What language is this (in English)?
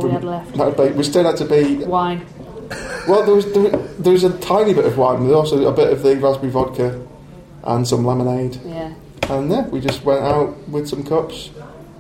English